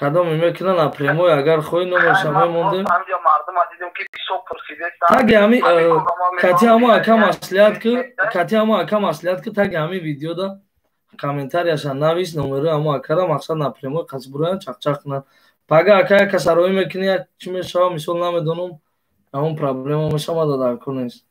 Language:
Tajik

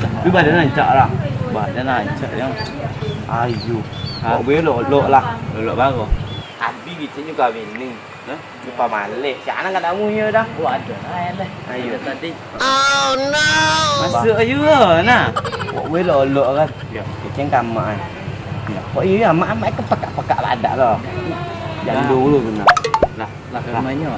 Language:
Minangkabau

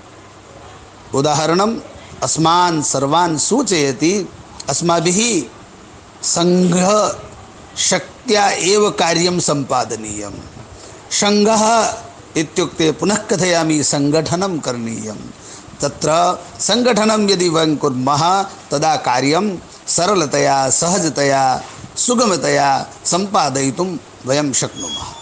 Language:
Sanskrit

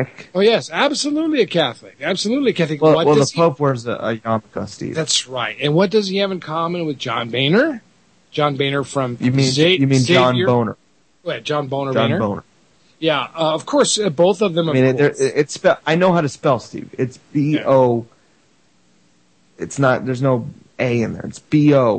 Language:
English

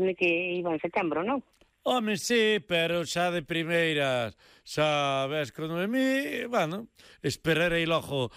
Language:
Galician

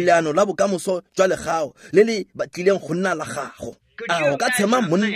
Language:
Tswana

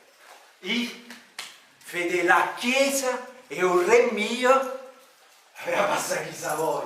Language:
Neapolitan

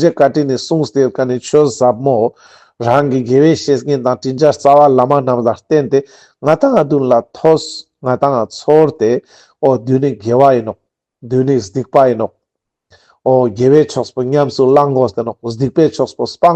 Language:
Ladakhi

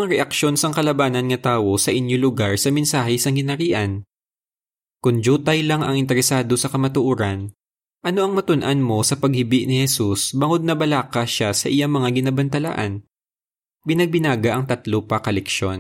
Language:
Hiligaynon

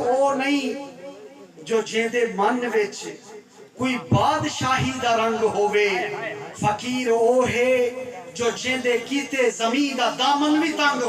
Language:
Saraiki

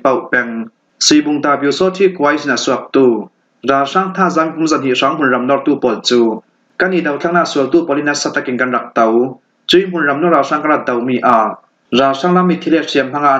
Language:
Falam Chin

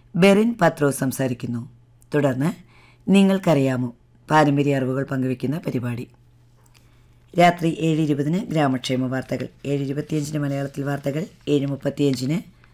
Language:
Malayalam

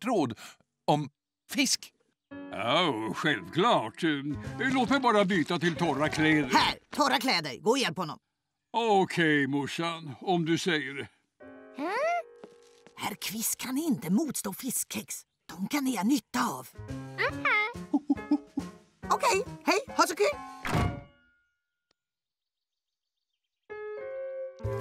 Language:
Swedish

